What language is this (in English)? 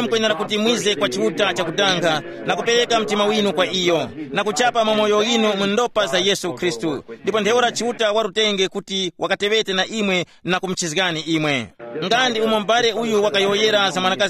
Tumbuka